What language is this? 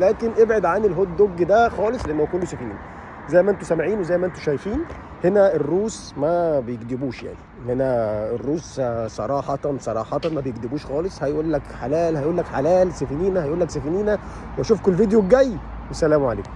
Egyptian Arabic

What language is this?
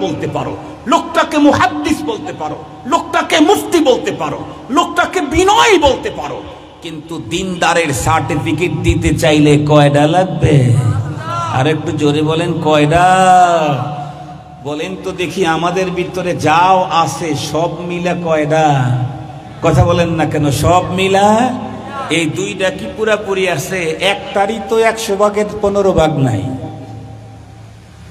Bangla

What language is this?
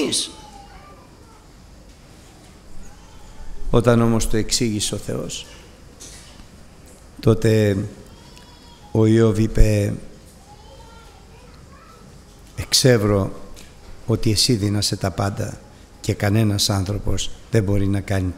Greek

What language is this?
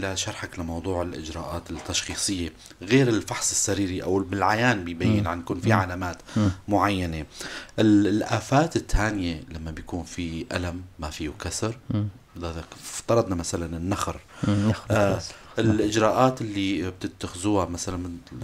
North Levantine Arabic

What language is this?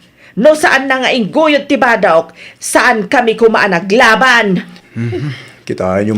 Iloko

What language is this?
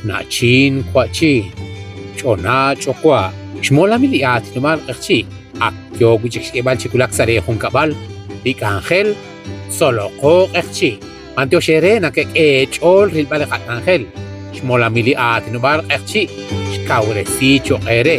Kekchí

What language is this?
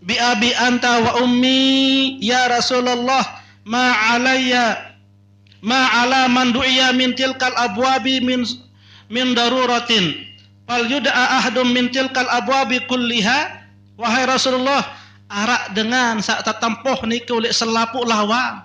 Sasak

